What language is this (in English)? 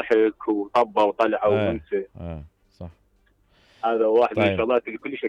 Mesopotamian Arabic